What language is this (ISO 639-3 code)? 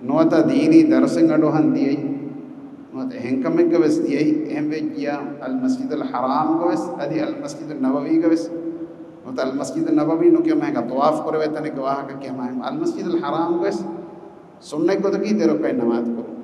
div